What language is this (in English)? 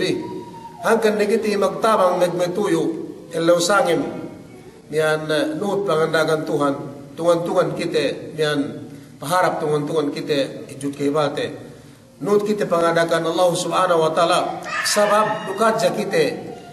Yakan